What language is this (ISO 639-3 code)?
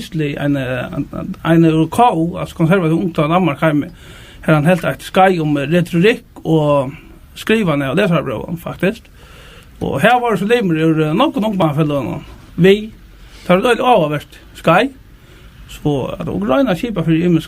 fao